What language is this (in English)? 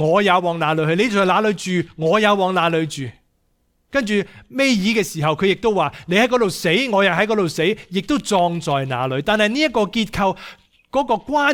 Cantonese